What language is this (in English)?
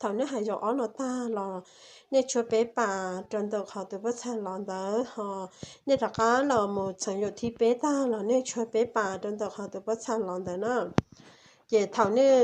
Hmong